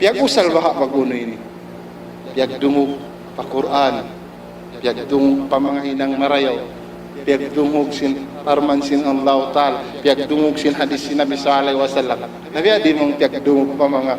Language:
Tausug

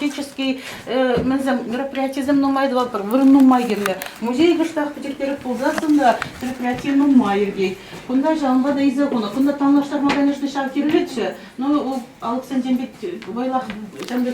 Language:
Chuvash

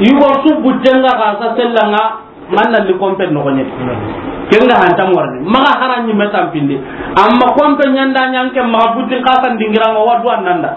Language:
Soninke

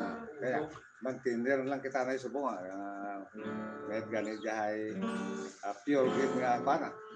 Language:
Hiligaynon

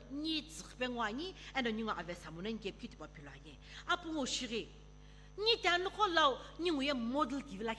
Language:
Sumi Naga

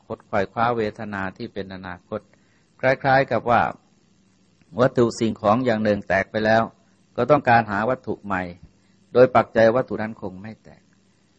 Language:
Thai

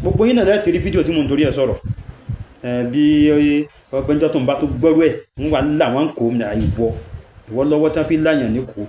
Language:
Yoruba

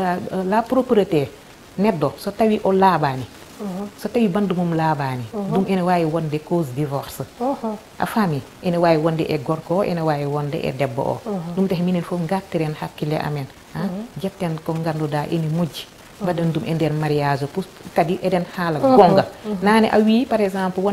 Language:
Fula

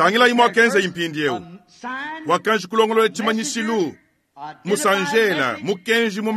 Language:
Luba-Lulua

